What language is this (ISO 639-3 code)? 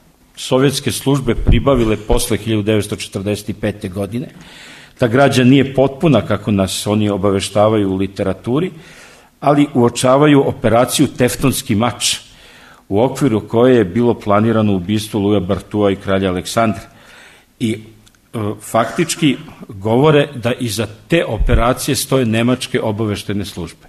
srp